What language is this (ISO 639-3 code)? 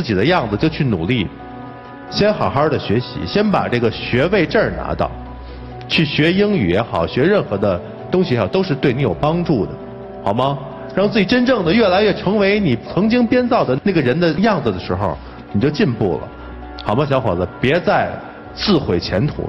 zho